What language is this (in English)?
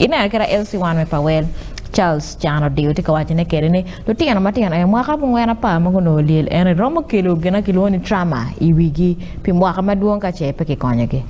Acoli